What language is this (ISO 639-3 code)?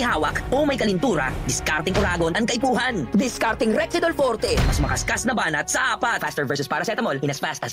bik